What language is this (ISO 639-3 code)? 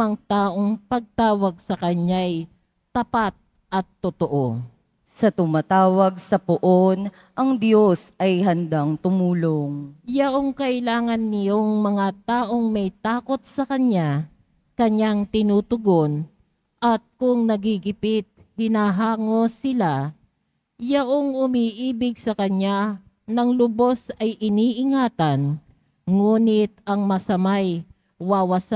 fil